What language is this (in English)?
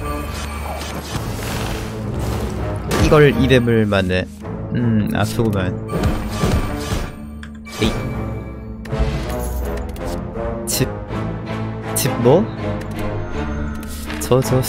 Korean